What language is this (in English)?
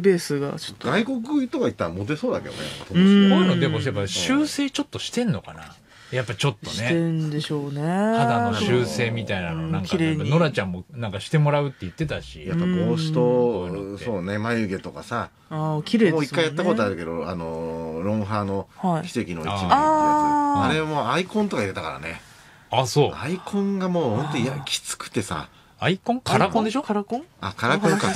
Japanese